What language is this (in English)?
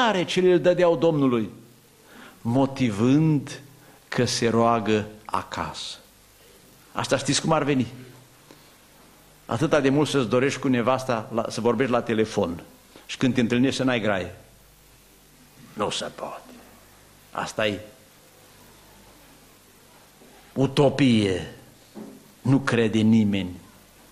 Romanian